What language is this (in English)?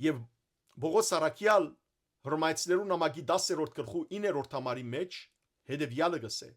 Western Armenian